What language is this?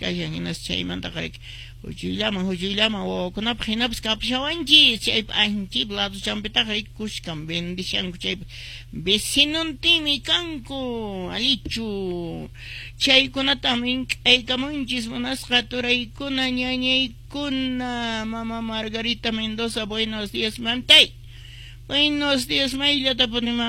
Quechua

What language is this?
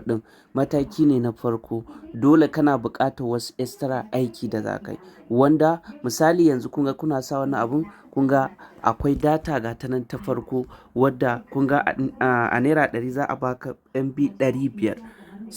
Hausa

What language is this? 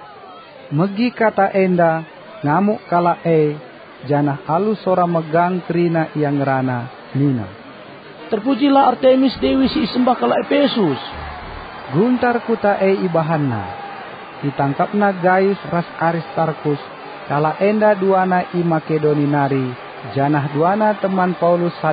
Batak Karo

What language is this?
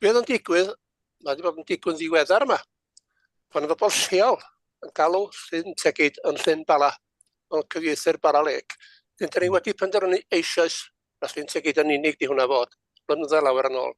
Welsh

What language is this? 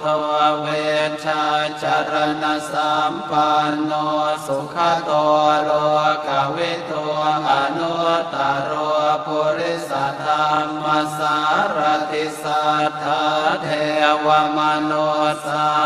Pali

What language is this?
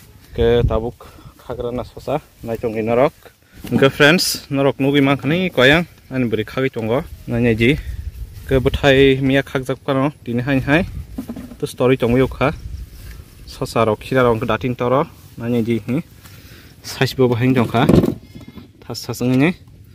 Kok Borok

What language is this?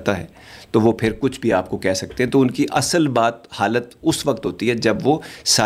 Urdu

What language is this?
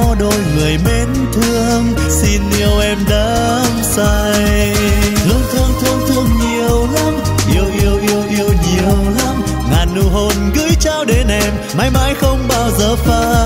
Vietnamese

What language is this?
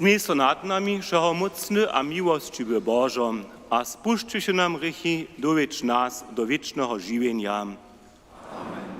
Upper Sorbian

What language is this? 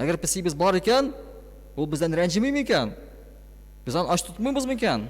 Tatar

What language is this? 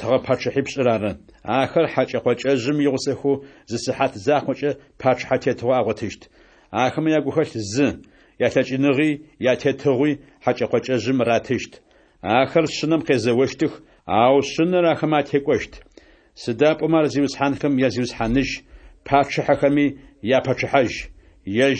Adyghe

